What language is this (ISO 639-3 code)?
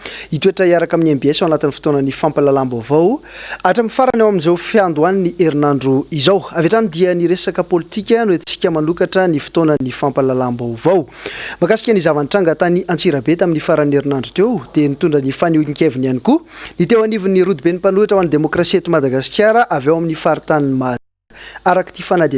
mlg